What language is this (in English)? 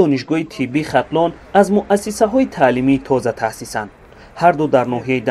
Tajik